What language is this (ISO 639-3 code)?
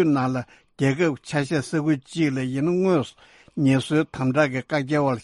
bod